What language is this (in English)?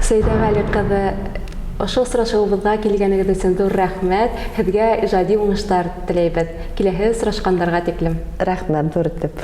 Bashkir